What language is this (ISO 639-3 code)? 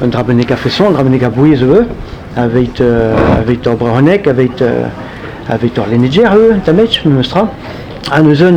bre